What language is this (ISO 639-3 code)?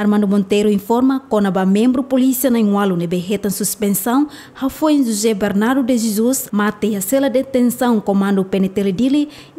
tet